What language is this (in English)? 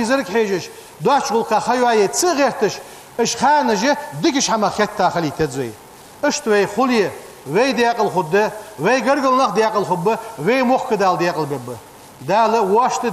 Ingush